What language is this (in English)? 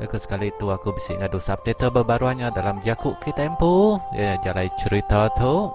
Iban